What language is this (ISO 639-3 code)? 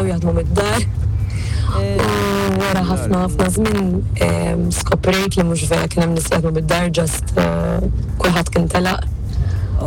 mlt